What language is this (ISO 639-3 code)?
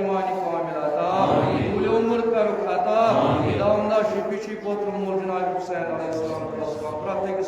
kas